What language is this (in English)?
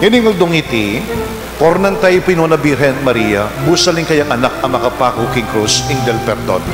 Pampanga